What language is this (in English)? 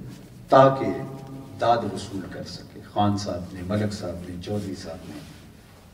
Urdu